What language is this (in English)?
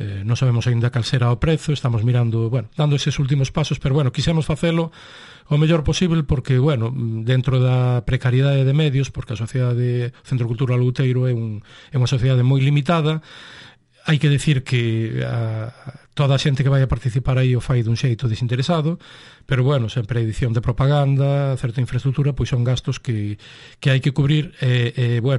Galician